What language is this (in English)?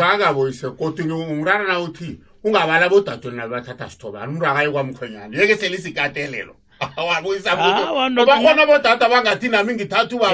South Ndebele